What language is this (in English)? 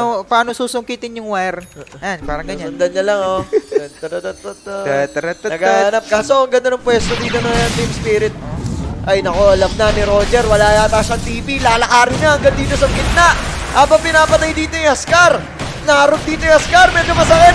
Filipino